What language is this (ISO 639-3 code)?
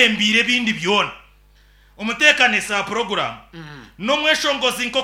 nyn